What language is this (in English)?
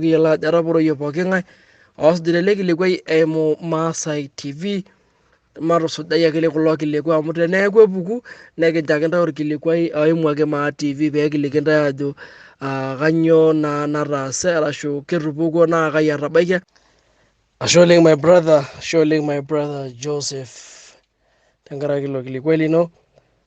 Masai